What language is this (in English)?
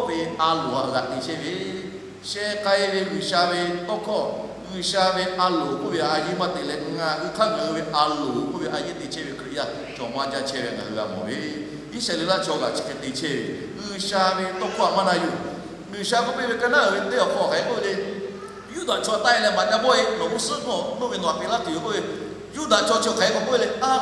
Lahu